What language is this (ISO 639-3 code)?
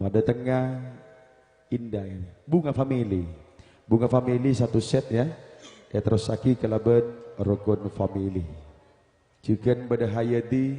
mad